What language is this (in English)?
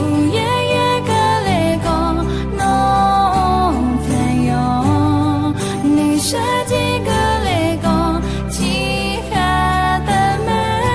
Akha